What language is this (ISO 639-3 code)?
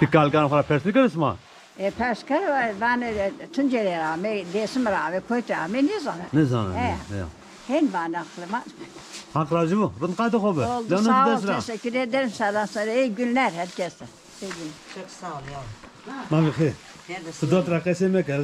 zza